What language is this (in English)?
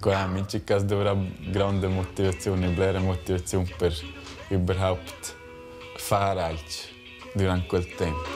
Romansh